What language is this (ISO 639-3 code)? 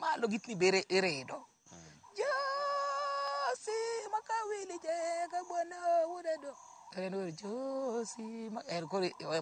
luo